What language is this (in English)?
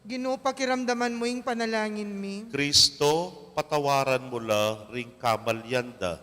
Pampanga